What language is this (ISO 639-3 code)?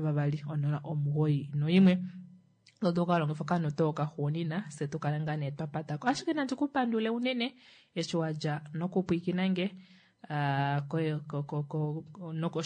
kua